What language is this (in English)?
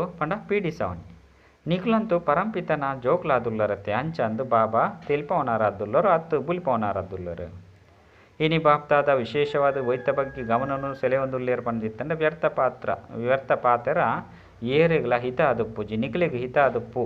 Tulu